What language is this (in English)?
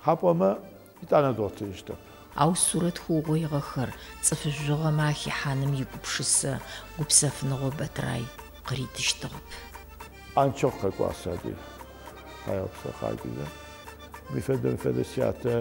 Adyghe